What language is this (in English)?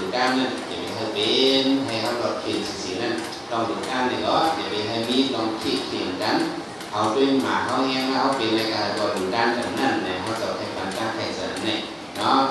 Shan